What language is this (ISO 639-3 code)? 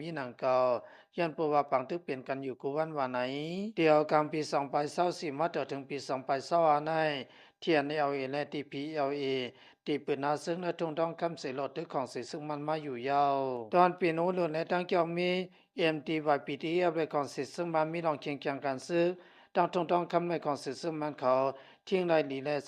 shn